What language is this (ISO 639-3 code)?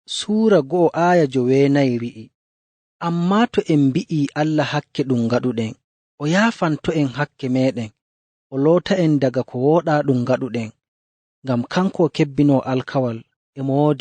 fuv